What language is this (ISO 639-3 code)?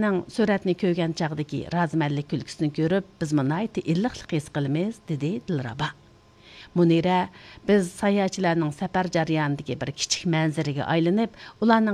uig